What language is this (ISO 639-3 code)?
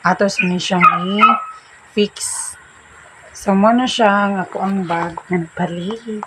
ceb